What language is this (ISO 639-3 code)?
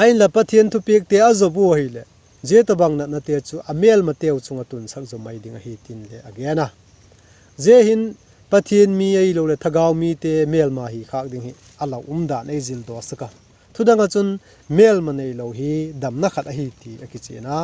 vap